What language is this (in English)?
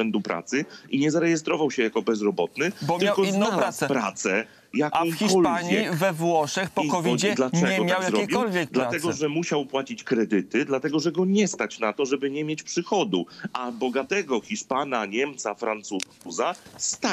Polish